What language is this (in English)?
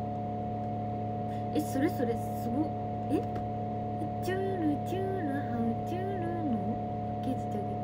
Japanese